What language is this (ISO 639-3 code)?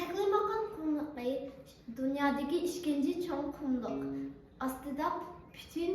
uig